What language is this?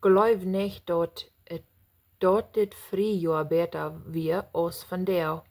Plautdietsch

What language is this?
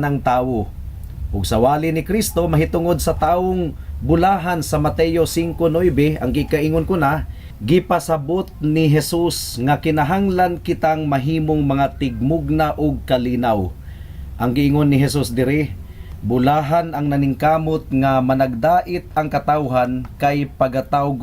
Cebuano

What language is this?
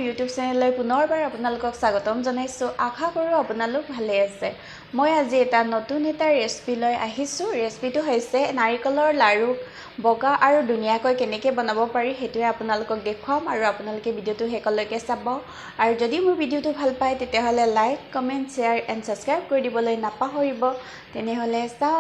Assamese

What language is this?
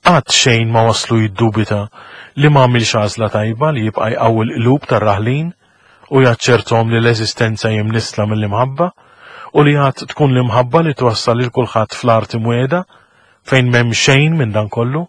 Maltese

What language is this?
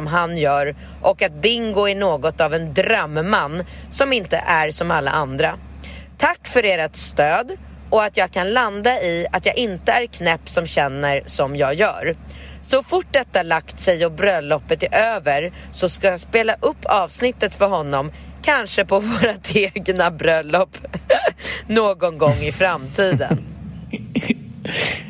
Swedish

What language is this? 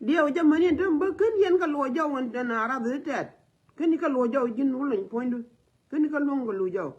Nuer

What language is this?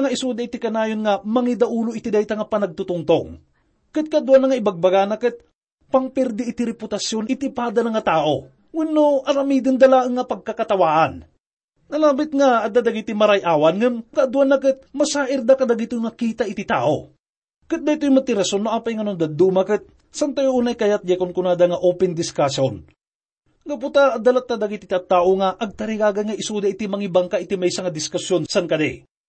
Iloko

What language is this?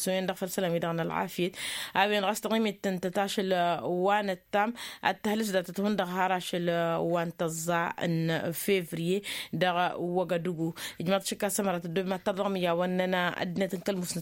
Tamasheq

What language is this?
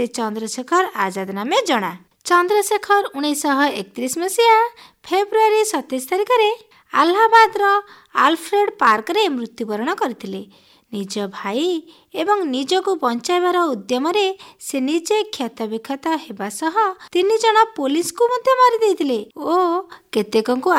Odia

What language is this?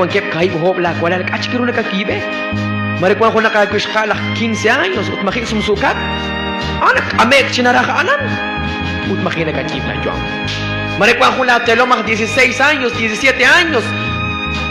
Kekchí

